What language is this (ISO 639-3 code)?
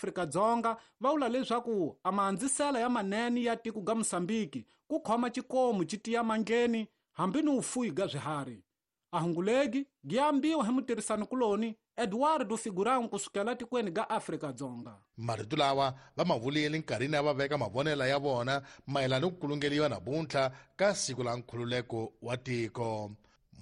tso